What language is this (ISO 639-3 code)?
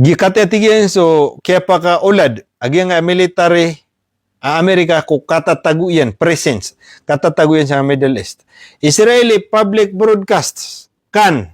mrw